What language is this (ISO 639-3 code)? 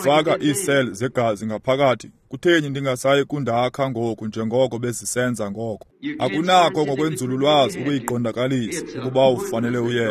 xho